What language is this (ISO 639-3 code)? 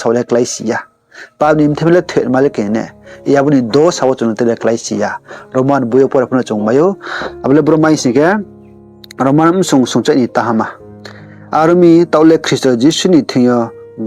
ria